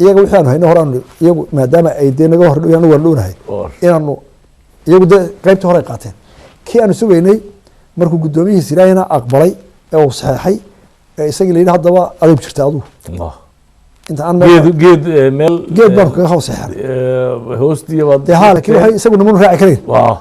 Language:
Somali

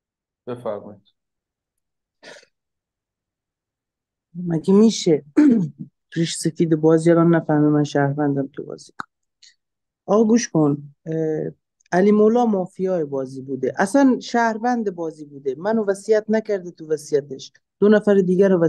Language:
Persian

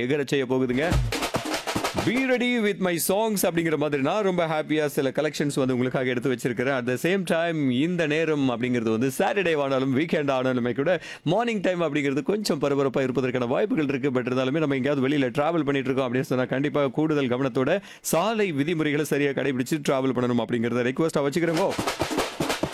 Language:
Tamil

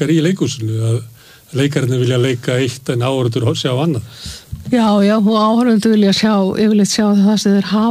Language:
Icelandic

